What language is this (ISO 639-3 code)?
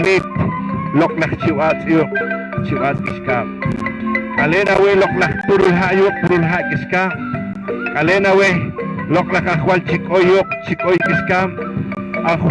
poh